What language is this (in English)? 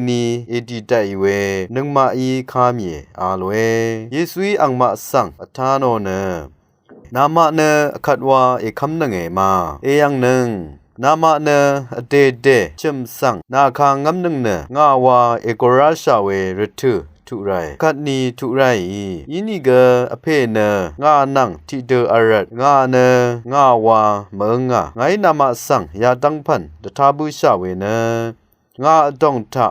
Rawang